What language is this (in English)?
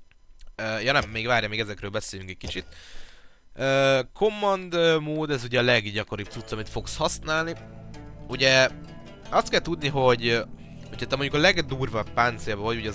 Hungarian